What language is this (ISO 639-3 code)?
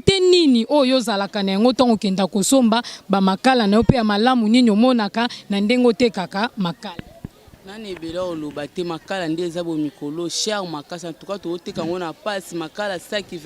lin